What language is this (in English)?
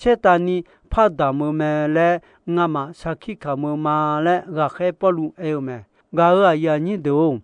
Akha